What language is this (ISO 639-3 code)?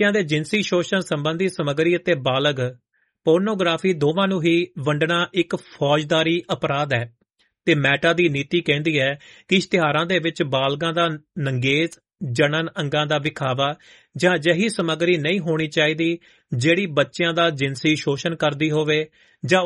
pan